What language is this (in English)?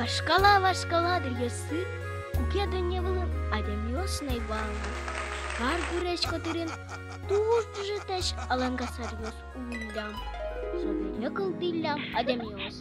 Udmurt